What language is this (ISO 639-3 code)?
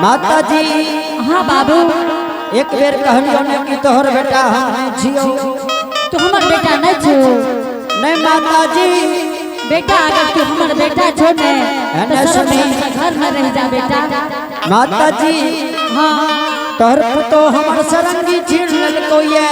anp